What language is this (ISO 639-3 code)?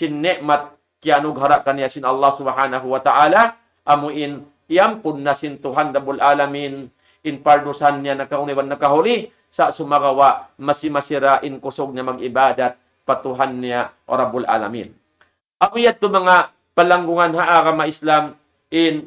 tsg